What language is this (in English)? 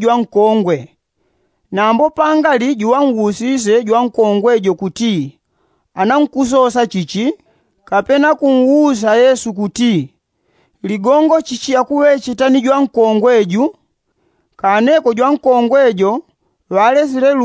Yao